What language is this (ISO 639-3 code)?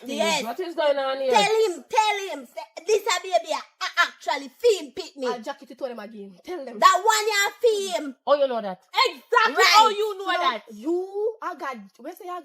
jam